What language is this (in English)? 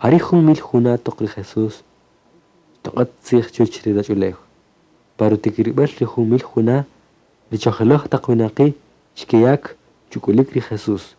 Kaqchikel